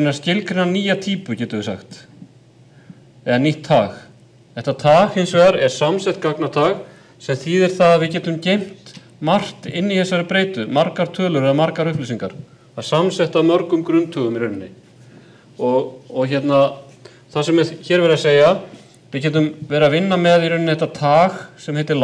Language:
Icelandic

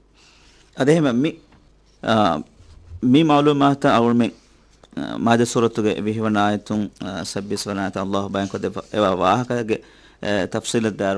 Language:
Divehi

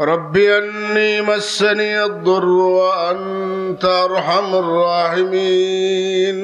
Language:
Sylheti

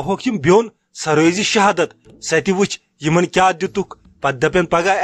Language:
Kashmiri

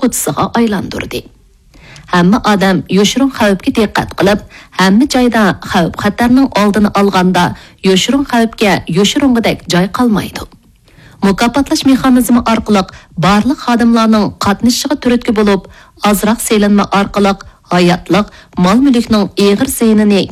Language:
Uyghur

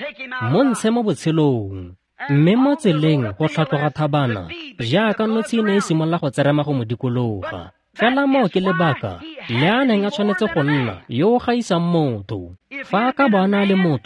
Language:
Tswana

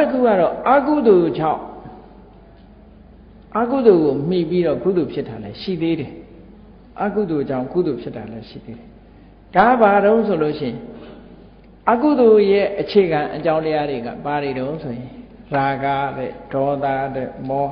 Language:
Burmese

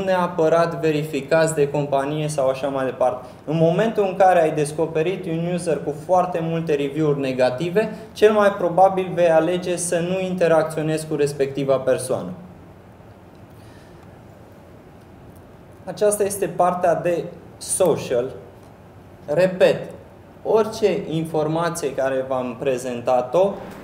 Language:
Romanian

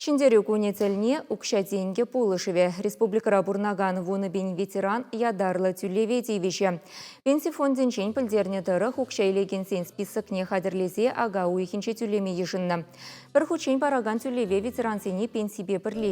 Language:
Chuvash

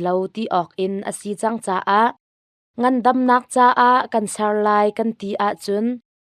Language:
Hakha Chin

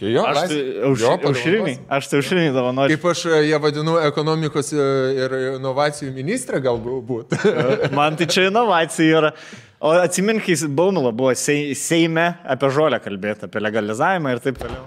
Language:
Lithuanian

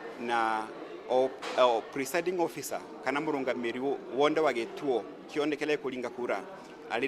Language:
Meru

